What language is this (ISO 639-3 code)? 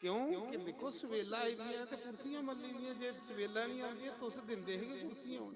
doi